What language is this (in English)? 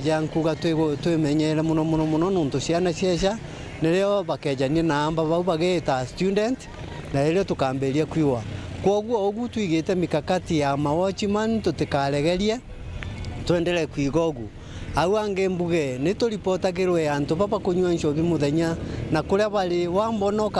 Meru